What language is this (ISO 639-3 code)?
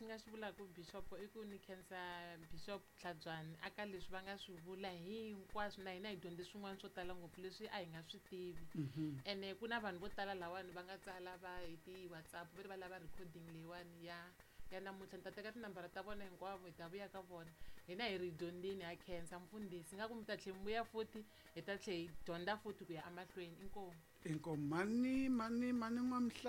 tso